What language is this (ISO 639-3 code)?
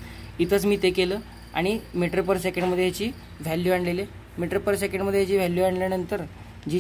mar